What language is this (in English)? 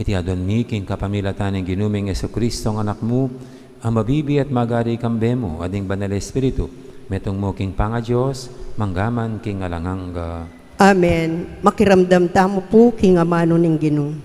Pampanga